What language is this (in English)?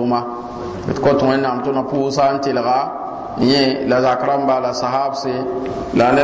Mossi